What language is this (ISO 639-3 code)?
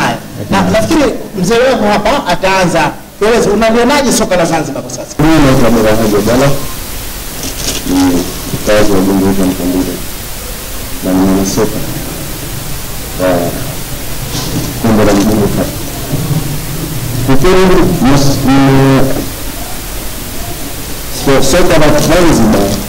swa